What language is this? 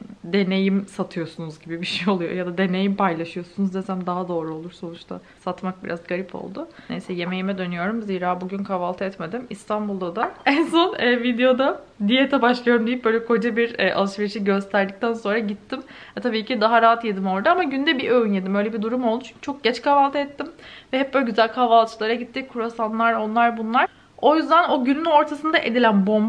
Turkish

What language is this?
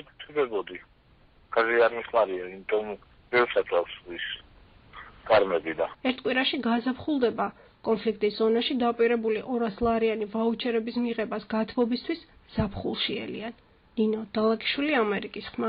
Georgian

